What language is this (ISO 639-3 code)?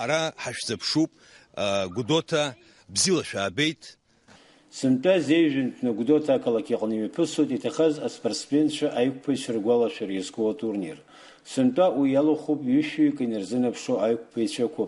abk